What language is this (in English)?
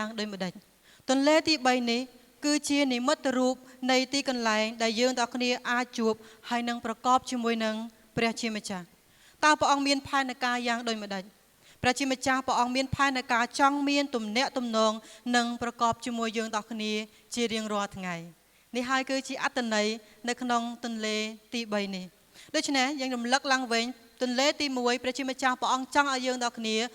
Khmer